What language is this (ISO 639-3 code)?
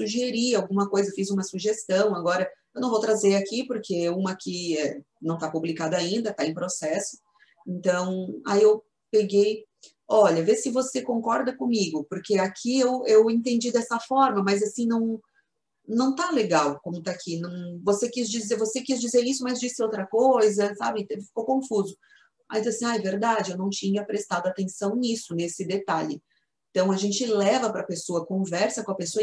por